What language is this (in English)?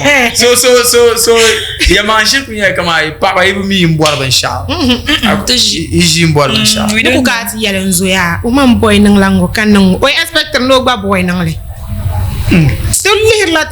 Dagbani